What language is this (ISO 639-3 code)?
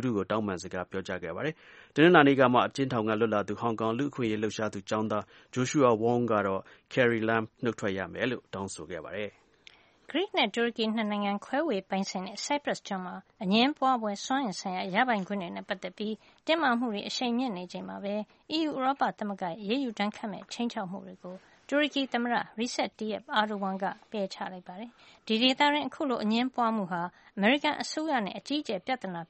mya